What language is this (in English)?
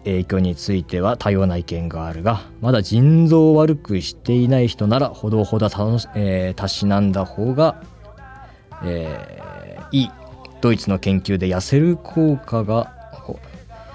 Japanese